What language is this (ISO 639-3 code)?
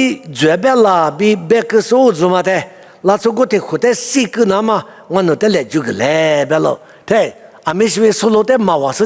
lis